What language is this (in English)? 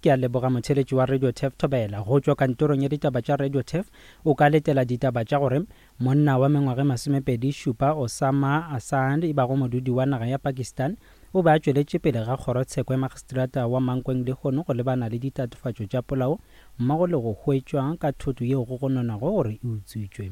Northern Sotho